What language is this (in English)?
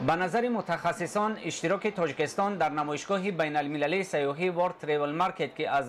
Tajik